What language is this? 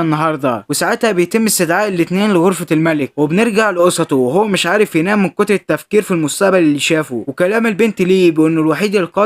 Egyptian Arabic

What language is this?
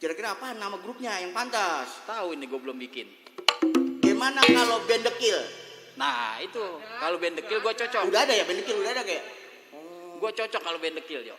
Betawi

